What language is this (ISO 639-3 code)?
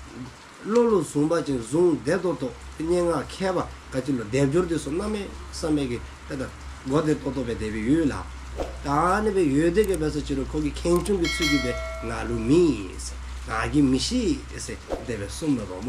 dzo